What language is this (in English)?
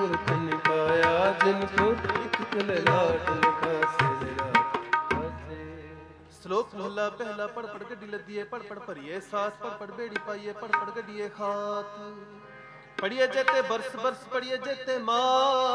Punjabi